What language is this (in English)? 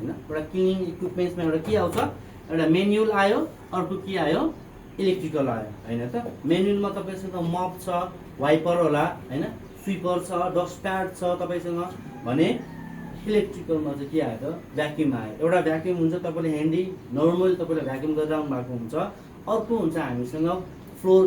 Nepali